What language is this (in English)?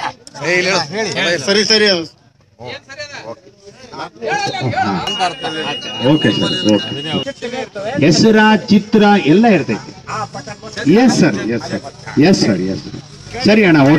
Kannada